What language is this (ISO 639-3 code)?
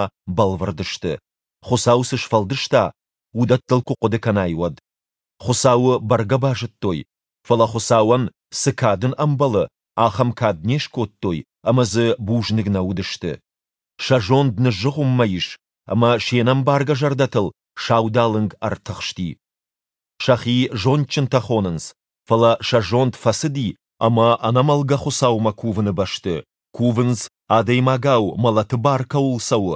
oss